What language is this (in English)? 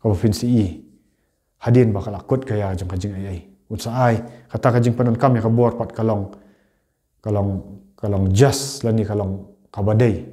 Khasi